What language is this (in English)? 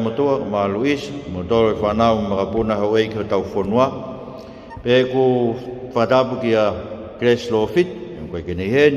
Tongan